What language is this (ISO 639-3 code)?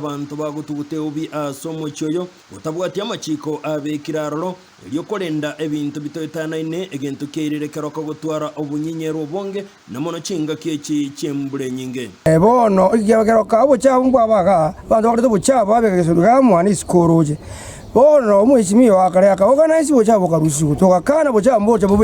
guz